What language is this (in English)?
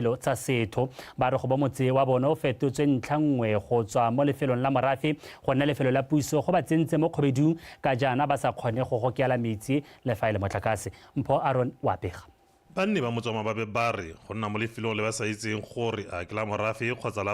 Tswana